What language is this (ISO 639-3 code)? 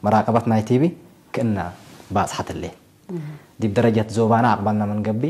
tig